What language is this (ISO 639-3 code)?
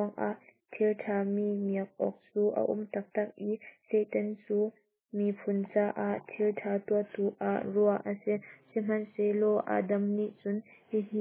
cnh